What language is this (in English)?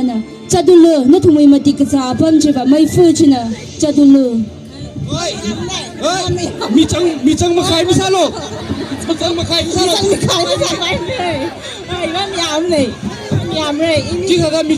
Tangkhul Naga (India)